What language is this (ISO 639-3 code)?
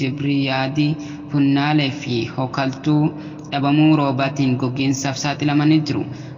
orm